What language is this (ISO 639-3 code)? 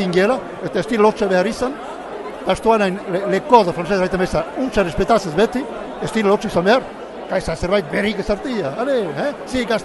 eus